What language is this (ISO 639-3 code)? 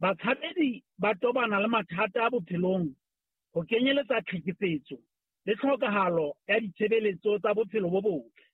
sot